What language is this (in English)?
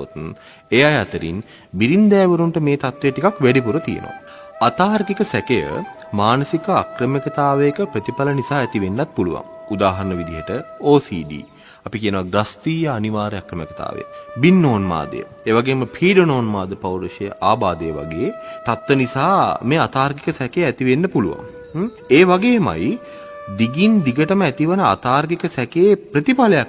Sinhala